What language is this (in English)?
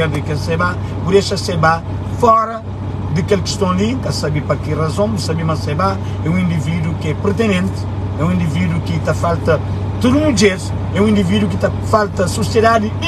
Kabuverdianu